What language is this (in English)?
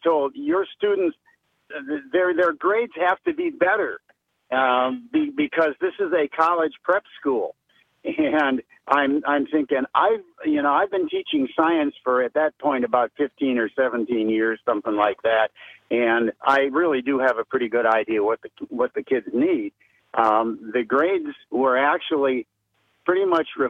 English